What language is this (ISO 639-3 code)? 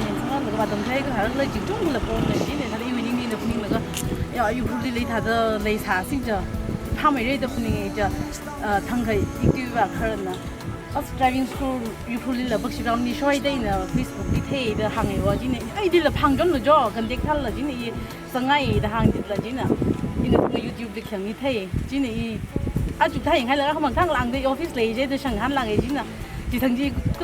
nmf